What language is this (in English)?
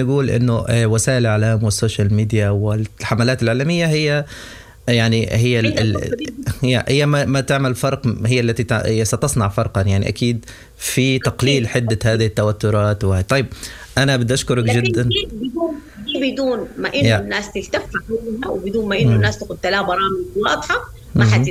Sudanese Arabic